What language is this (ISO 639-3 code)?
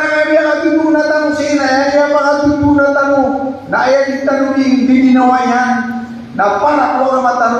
mrw